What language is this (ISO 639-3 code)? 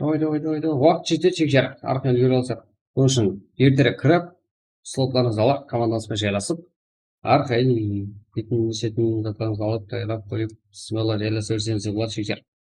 kaa